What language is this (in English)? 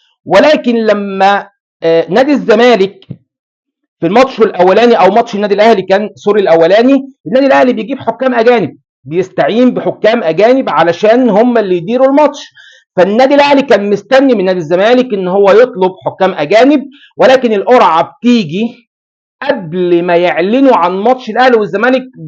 Egyptian Arabic